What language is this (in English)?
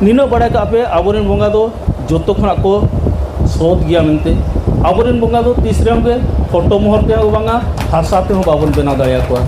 Santali